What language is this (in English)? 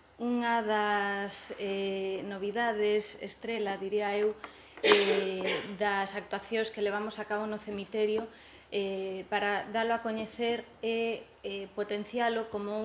Galician